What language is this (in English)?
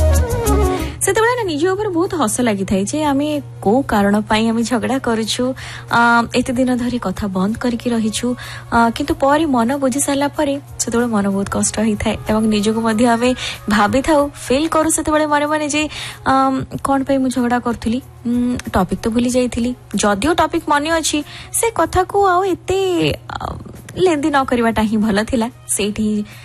Odia